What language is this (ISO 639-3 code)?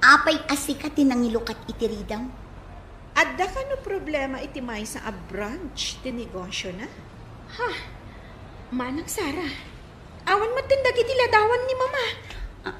ilo